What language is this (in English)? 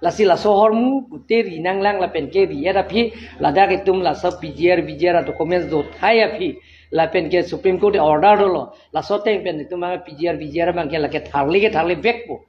Karbi